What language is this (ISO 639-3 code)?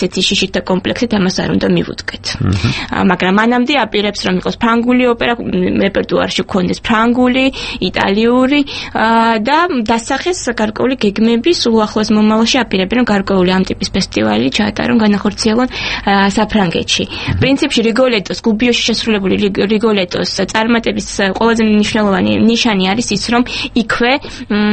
kat